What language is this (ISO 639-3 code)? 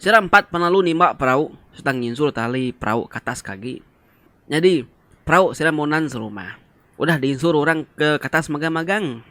iba